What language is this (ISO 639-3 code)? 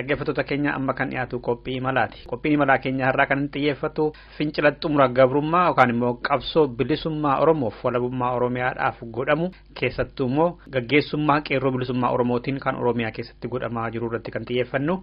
orm